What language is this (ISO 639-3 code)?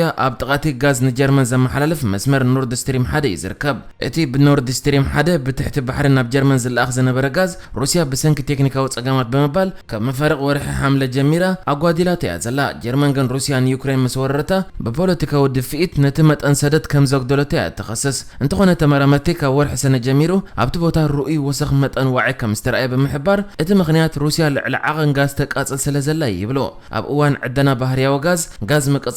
tir